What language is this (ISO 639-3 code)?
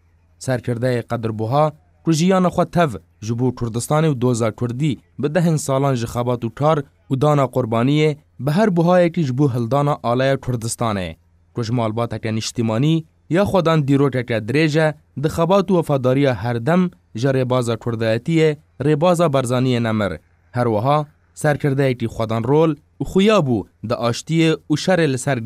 kur